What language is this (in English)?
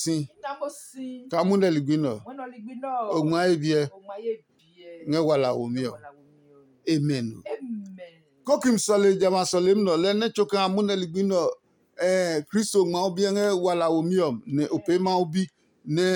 Adangme